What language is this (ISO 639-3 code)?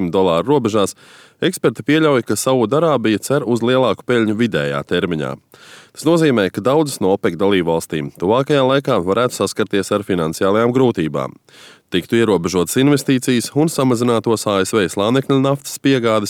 lav